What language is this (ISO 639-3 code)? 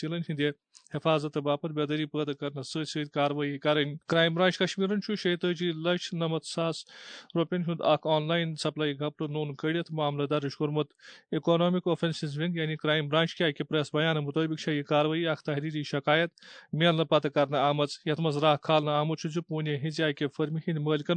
kas